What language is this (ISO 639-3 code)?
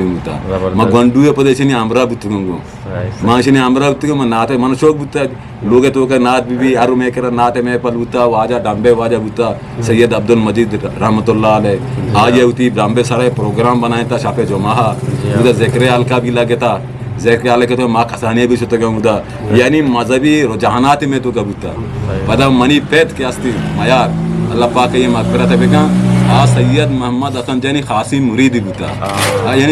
bgp